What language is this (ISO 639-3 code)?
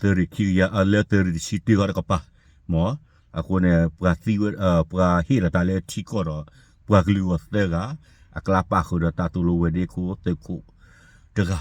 ksw